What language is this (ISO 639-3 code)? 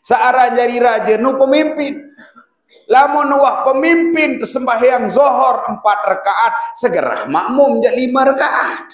sas